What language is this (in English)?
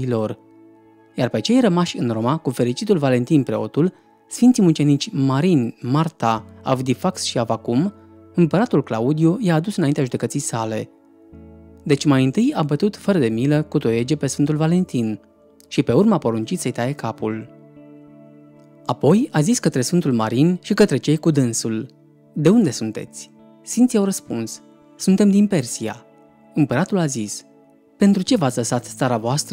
Romanian